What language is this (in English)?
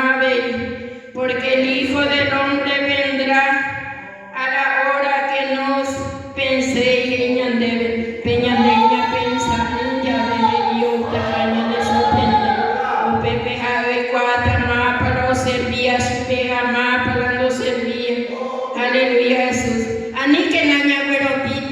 Guarani